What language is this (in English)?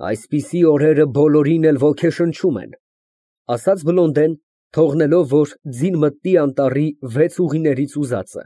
Armenian